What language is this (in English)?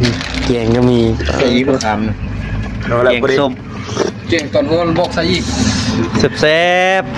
Northeastern Thai